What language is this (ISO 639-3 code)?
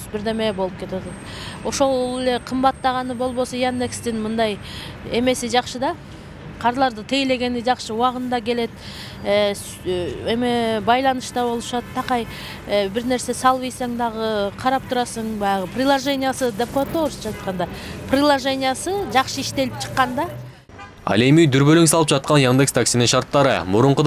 kir